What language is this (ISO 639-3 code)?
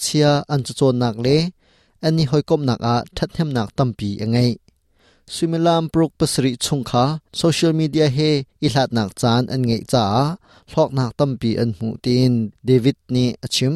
cnh